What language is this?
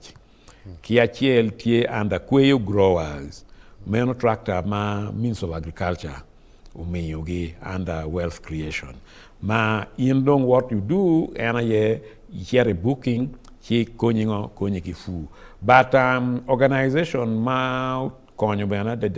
Acoli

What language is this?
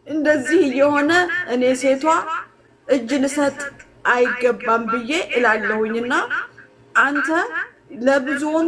Amharic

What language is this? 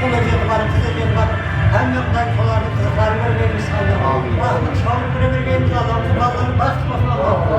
Kara-Kalpak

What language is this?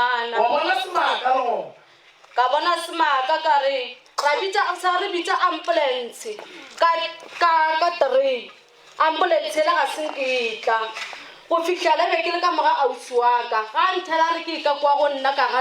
Northern Sotho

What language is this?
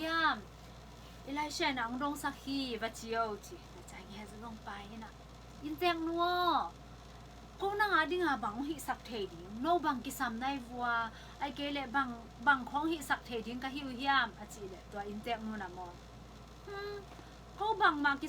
Tedim Chin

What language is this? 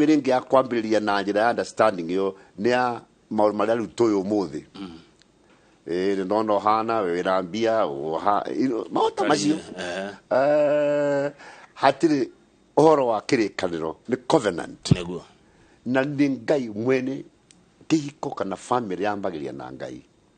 Kikuyu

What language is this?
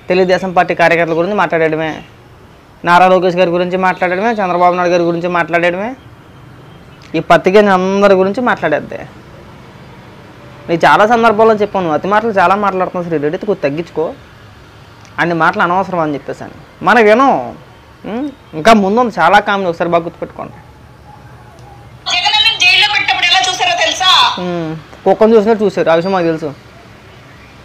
Telugu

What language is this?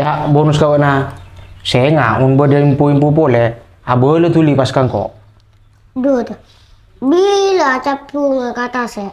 Madurese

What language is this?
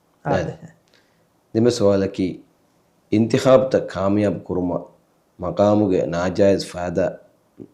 Divehi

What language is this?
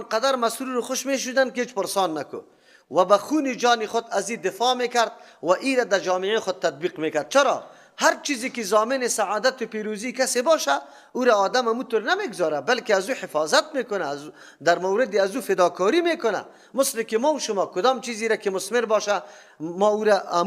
Persian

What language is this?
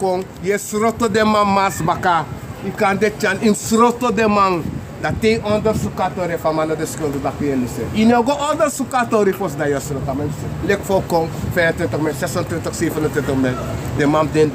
Sranan Tongo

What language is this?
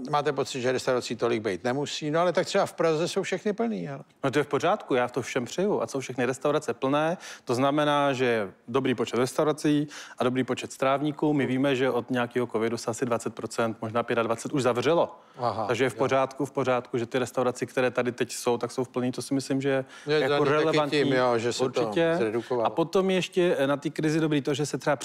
Czech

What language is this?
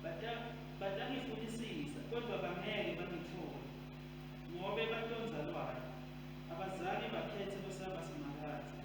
Swati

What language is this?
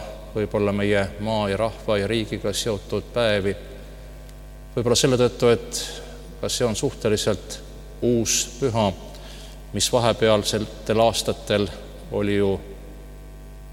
Estonian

